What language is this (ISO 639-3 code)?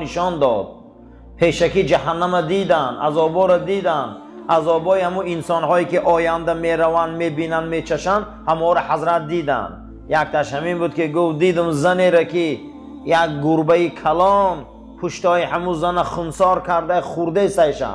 tgk